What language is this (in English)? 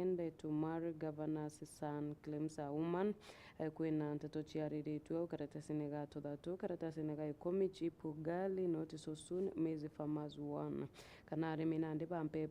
Meru